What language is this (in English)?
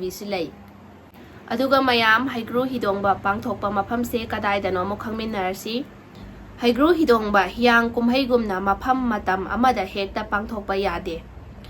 Manipuri